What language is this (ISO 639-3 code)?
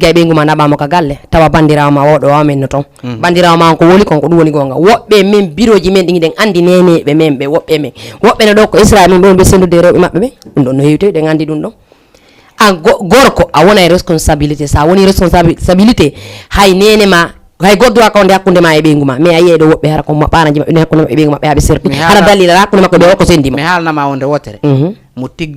ful